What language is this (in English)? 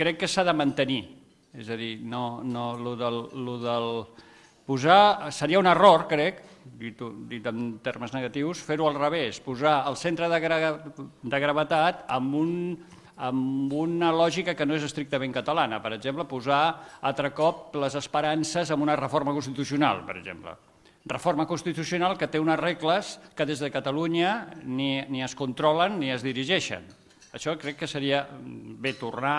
Catalan